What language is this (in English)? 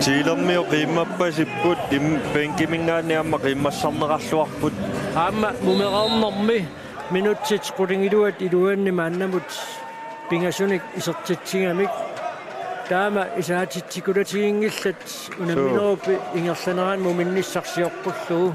Kalaallisut